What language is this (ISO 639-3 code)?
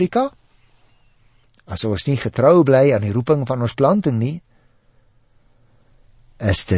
afr